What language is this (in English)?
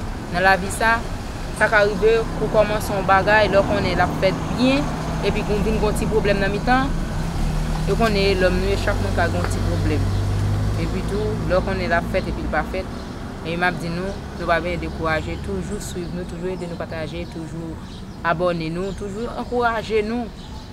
Haitian Creole